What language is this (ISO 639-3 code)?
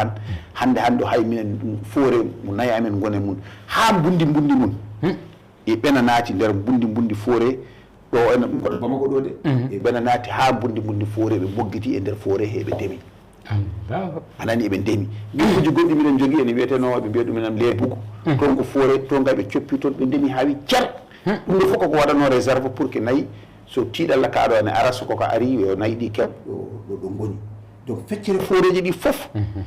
ful